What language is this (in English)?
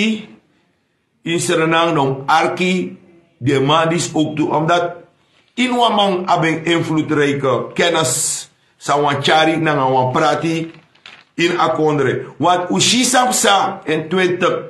Sranan Tongo